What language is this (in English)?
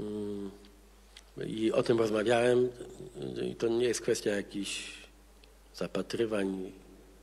Polish